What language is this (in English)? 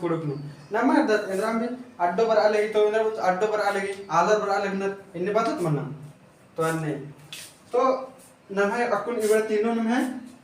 Kurukh